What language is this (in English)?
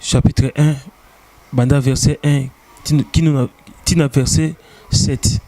Lingala